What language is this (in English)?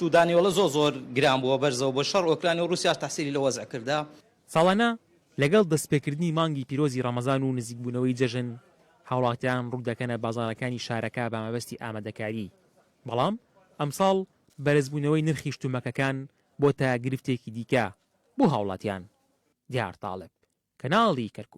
Central Kurdish